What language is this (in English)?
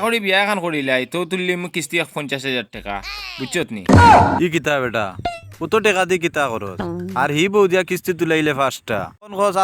Sylheti